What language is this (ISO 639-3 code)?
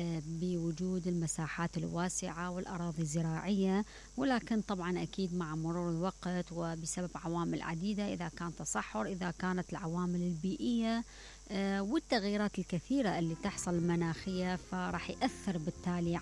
acm